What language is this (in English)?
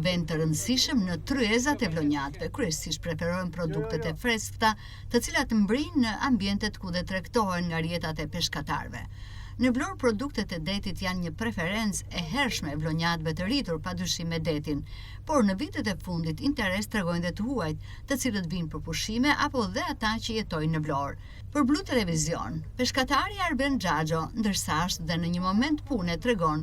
Albanian